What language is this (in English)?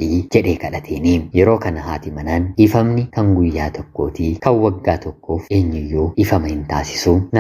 Oromo